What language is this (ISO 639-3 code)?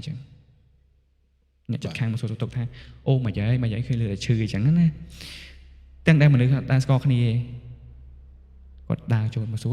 khm